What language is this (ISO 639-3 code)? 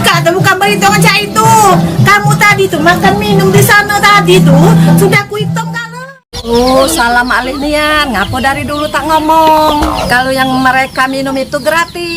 mui